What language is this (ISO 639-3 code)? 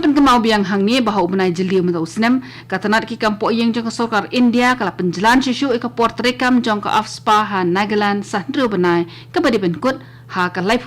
kha